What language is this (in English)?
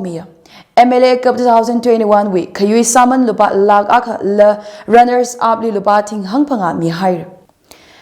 Tangkhul Naga (India)